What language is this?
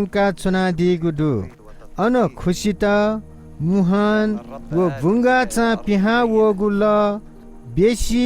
Newari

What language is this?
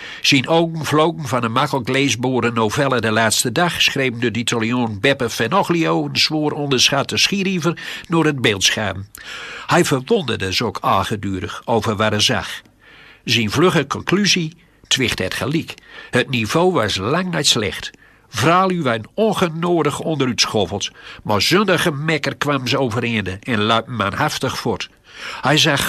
Gronings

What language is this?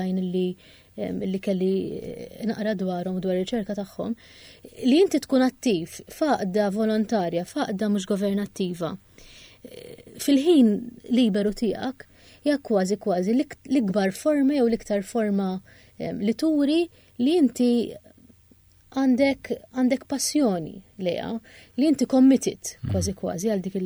Maltese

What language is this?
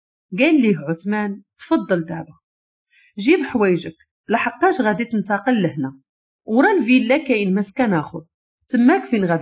Moroccan Arabic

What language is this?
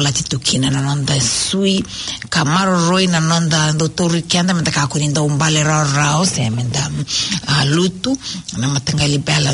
Fijian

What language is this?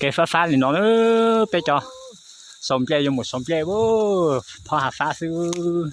Hmong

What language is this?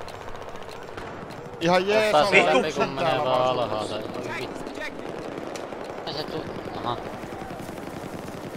Finnish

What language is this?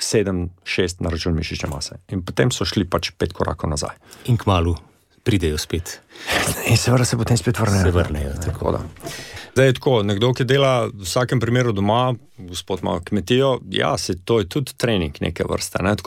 Slovenian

